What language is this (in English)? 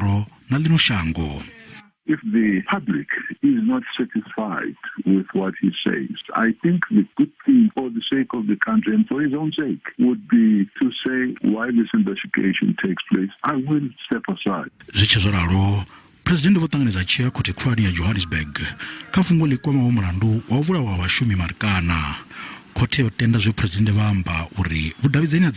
Venda